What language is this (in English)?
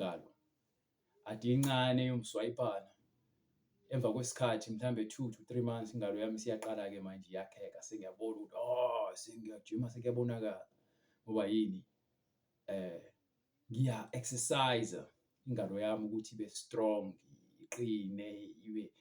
Zulu